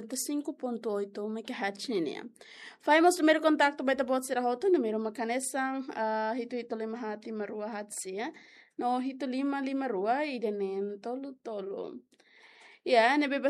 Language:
Tetum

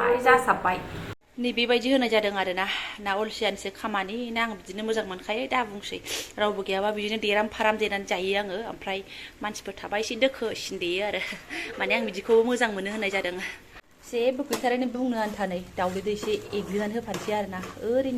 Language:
Bodo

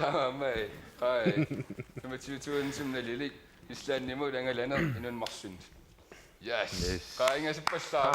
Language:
Kalaallisut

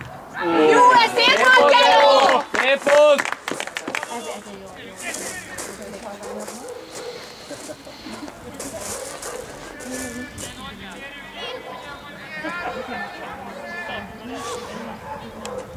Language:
Hungarian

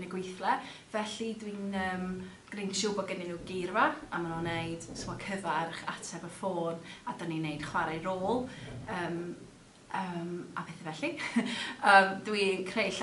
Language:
Welsh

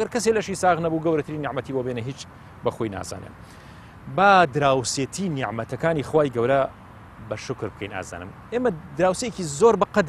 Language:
Central Kurdish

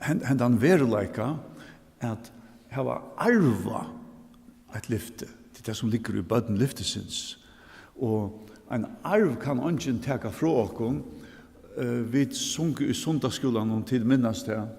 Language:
Faroese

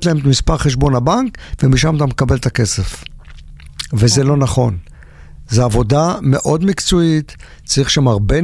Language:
Hebrew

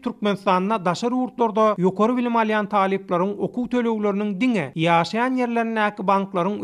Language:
Turkmen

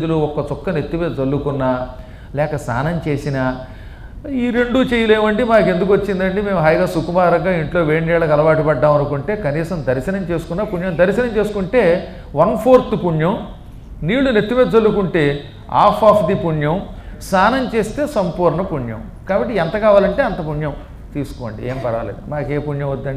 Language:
Telugu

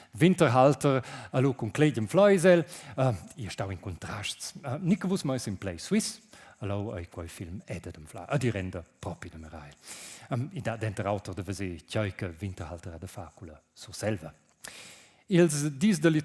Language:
Romansh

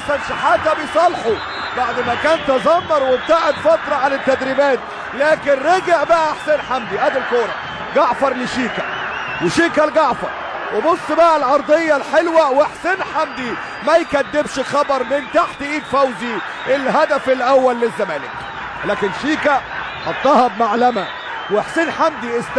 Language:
Egyptian Arabic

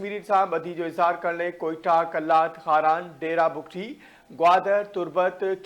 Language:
Sindhi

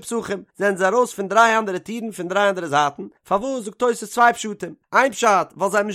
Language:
Yiddish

